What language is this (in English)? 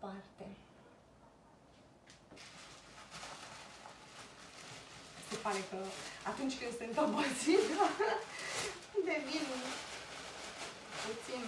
Romanian